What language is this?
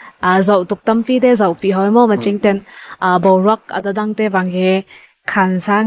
Ngawn Chin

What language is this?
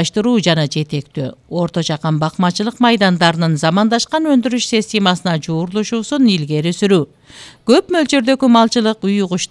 Kyrgyz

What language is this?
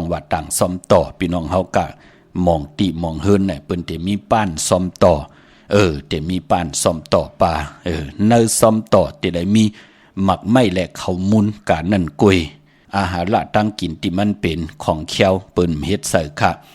Shan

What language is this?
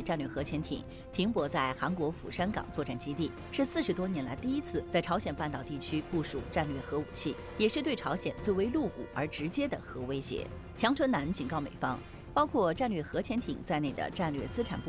Chinese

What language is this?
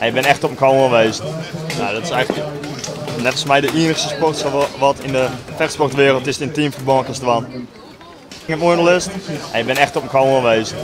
Western Frisian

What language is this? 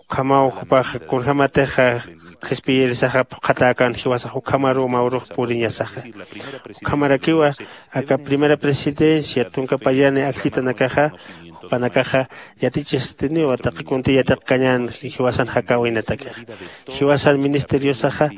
Aymara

